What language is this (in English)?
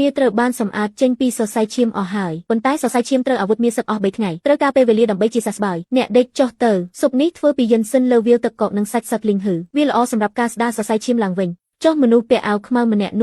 Khmer